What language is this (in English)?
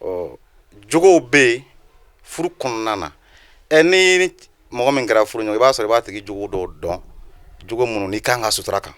Bambara